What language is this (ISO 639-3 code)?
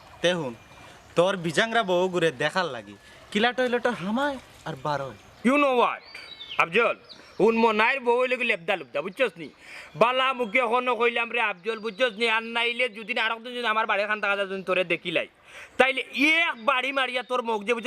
syl